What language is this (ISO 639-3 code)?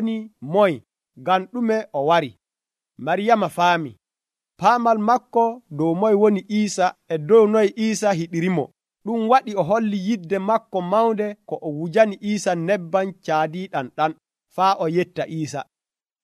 fuv